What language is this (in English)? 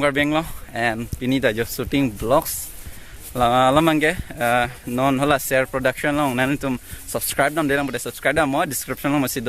Karbi